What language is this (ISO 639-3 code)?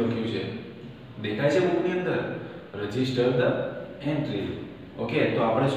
guj